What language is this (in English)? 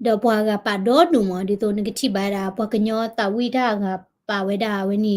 S'gaw Karen